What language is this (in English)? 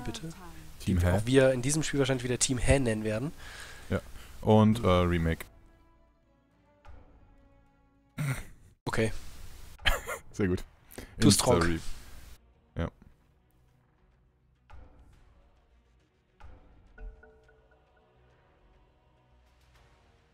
German